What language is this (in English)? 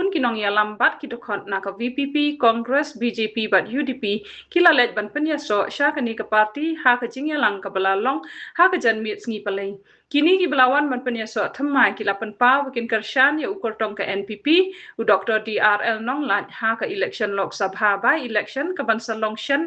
Khasi